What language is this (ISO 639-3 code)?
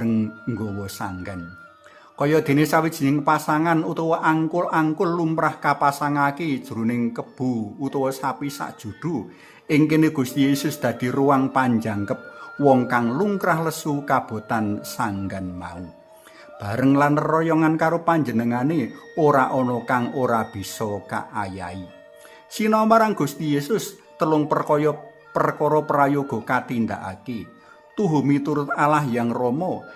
jav